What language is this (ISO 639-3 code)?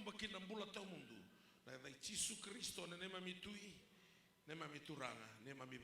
fij